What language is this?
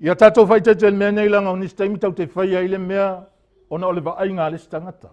Samoan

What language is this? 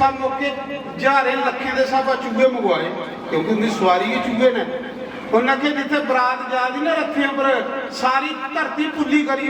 Dogri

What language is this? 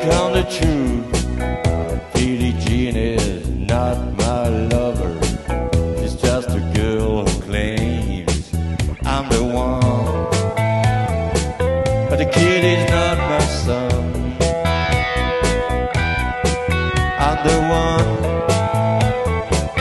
English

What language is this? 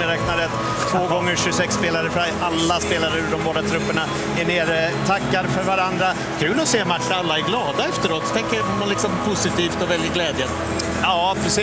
Swedish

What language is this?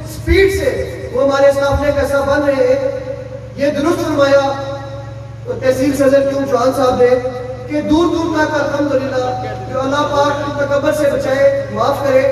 Urdu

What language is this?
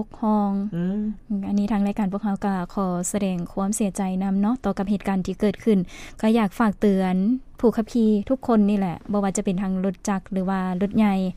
Lao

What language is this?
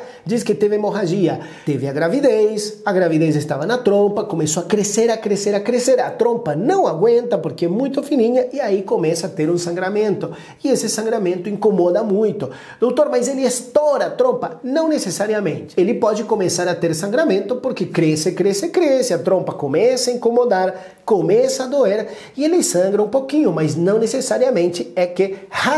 Portuguese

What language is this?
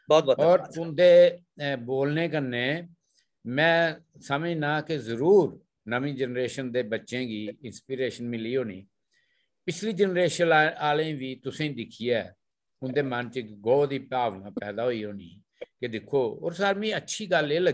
Dogri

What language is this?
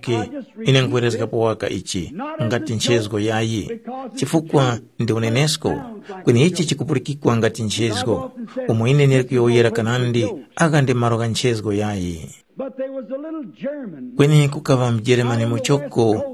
Tumbuka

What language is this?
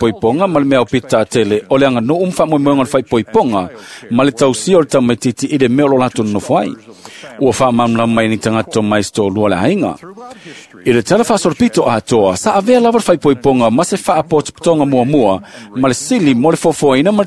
Samoan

